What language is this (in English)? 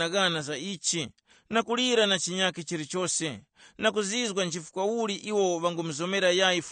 Tumbuka